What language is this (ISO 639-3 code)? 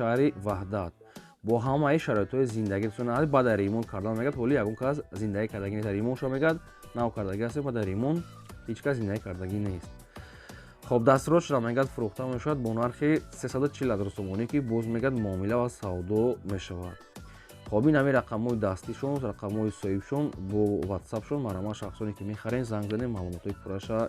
tgk